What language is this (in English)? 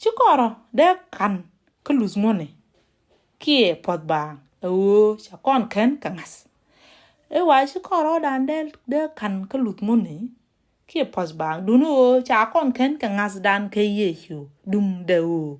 Nuer